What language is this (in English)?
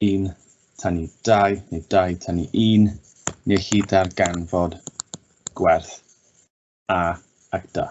Welsh